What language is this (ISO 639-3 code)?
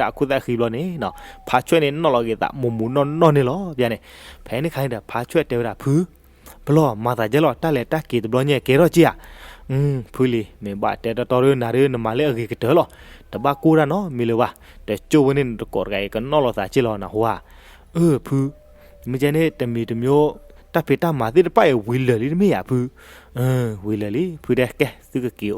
ksw